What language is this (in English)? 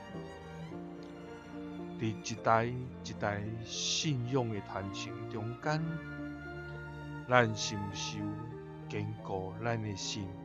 Min Nan Chinese